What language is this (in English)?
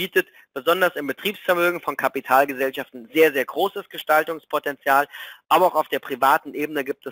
German